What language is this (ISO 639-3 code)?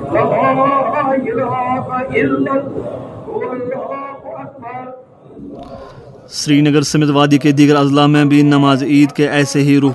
urd